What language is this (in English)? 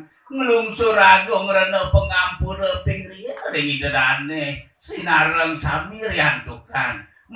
Balinese